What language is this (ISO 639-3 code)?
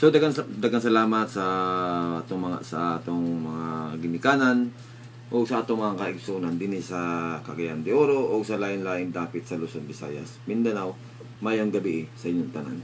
ceb